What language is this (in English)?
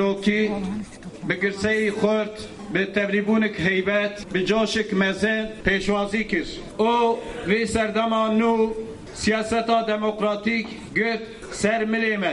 Kurdish